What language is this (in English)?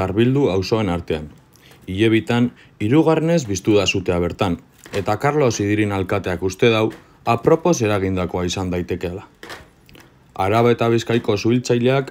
Basque